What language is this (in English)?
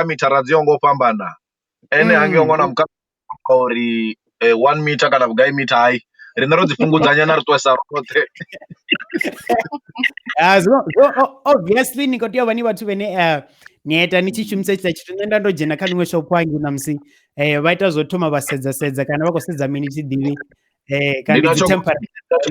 Venda